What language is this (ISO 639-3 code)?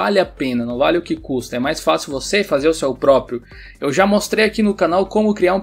por